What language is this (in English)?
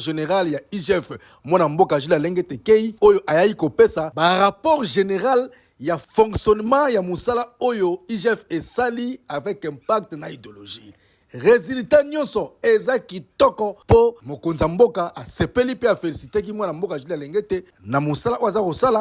Lingala